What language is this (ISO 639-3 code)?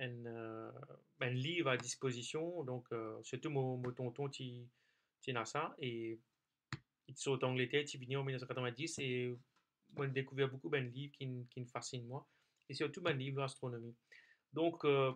mfe